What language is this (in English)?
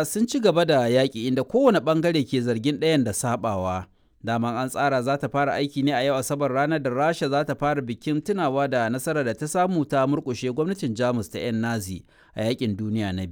Hausa